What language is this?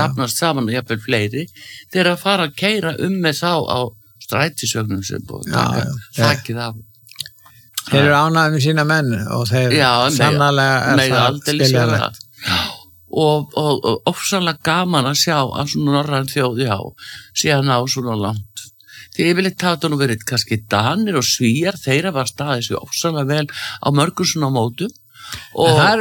Icelandic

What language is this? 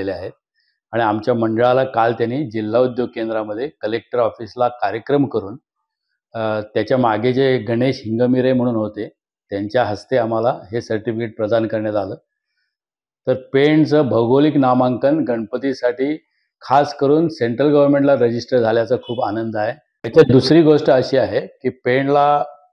Marathi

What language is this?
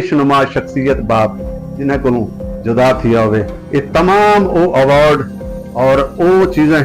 Saraiki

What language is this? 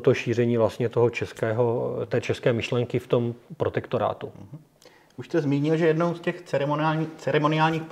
Czech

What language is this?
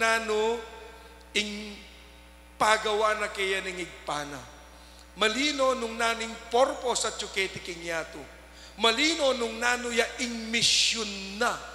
Pampanga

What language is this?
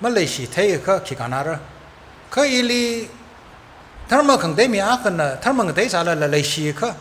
Tangkhul Naga (India)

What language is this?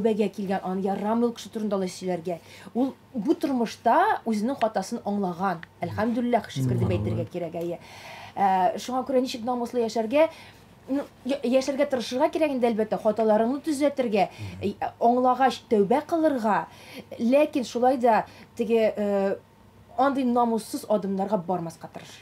Tatar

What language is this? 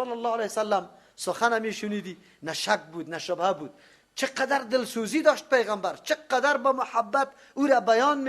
Persian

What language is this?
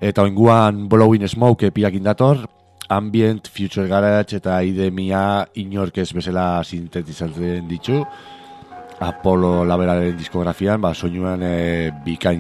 Basque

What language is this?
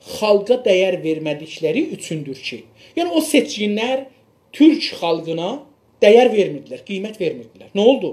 South Azerbaijani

